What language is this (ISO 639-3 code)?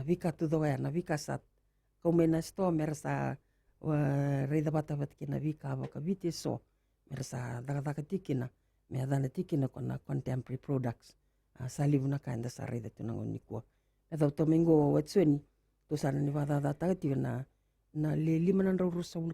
fij